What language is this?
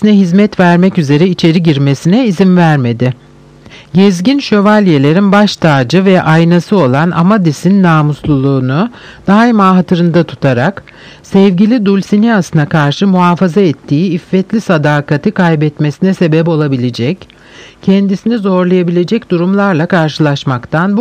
Turkish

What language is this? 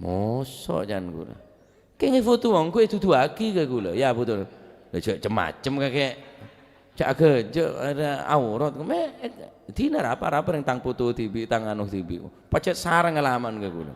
Madurese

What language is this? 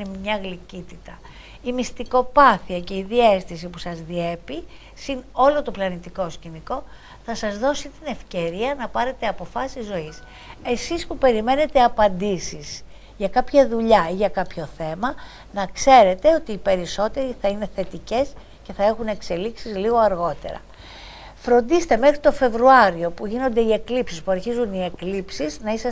Greek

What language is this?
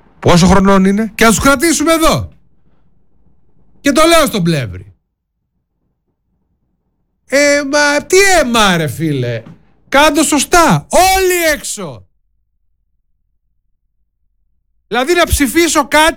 Greek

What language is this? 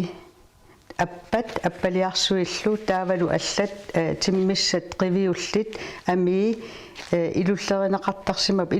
Kalaallisut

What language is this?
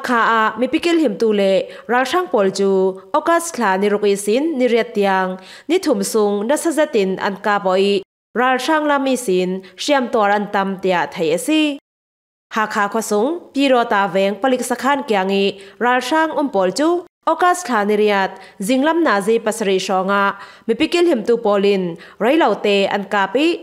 Falam Chin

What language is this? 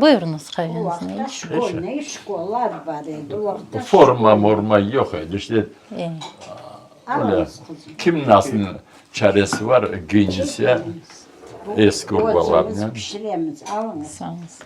Crimean Tatar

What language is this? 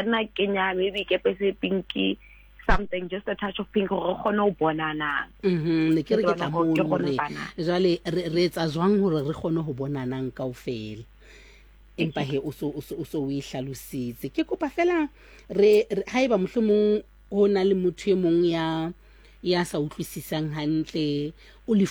Southern Sotho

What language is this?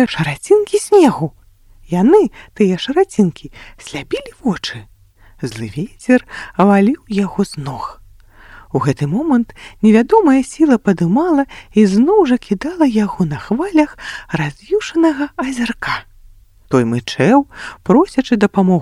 Belarusian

